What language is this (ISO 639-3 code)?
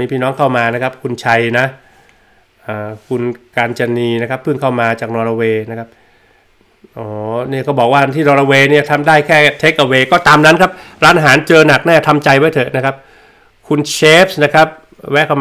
tha